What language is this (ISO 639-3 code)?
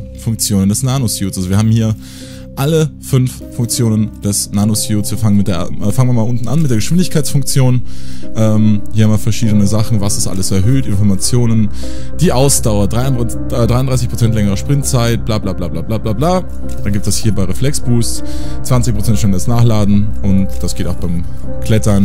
deu